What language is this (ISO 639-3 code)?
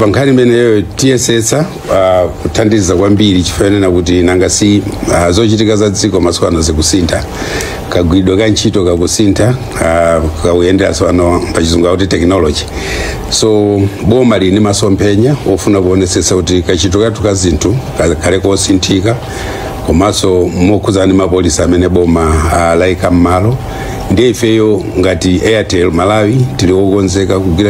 nya